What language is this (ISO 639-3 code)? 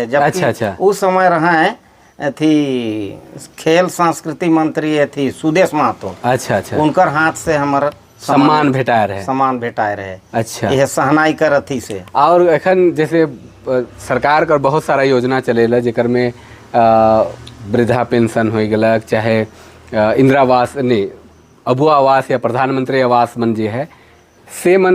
sck